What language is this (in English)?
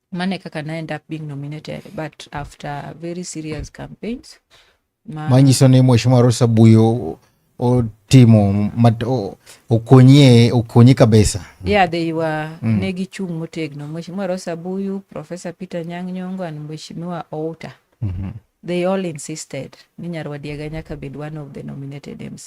Luo (Kenya and Tanzania)